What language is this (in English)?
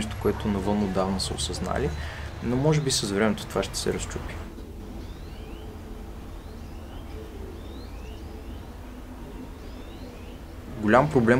Bulgarian